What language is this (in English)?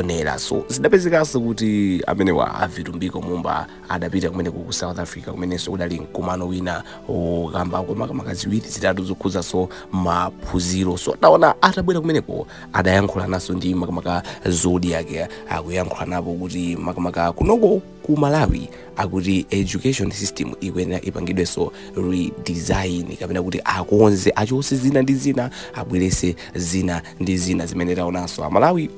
Nyanja